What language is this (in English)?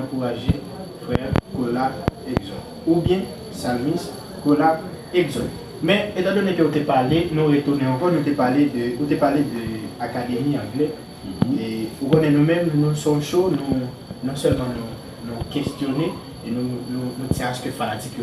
Haitian Creole